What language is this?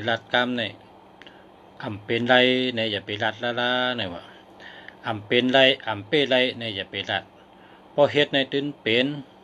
Shan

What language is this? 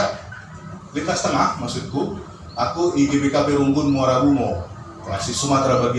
Batak Karo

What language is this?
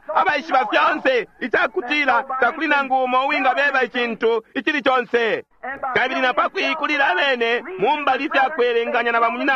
Bemba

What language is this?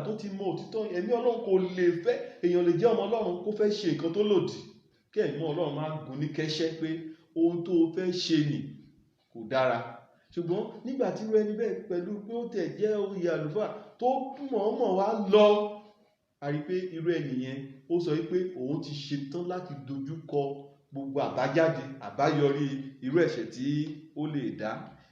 Yoruba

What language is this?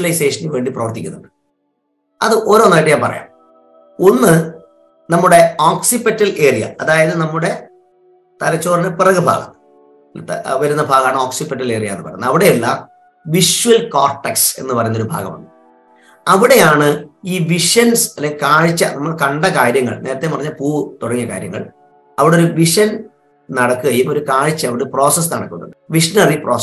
Malayalam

